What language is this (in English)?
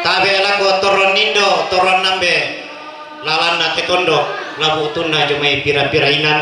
Toraja-Sa'dan